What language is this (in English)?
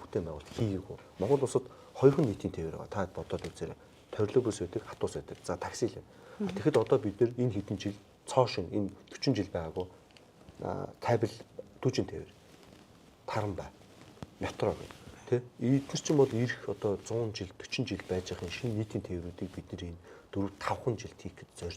Mongolian